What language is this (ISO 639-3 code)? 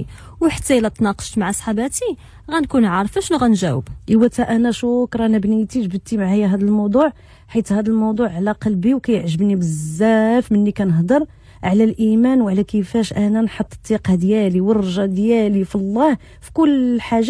ary